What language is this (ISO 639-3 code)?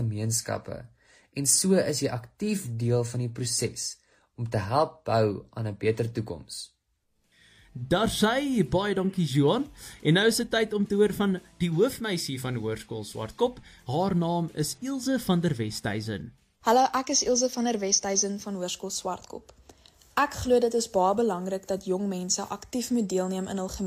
afr